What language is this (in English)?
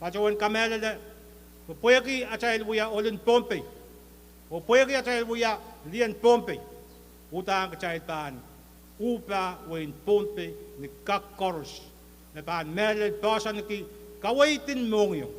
Pohnpeian